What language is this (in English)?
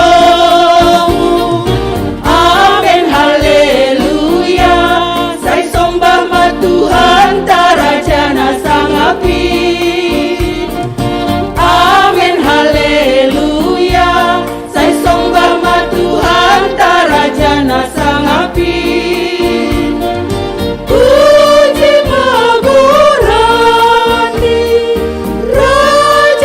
Batak Simalungun